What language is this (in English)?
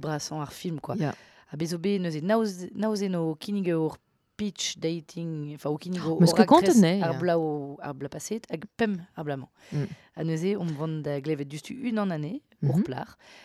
Breton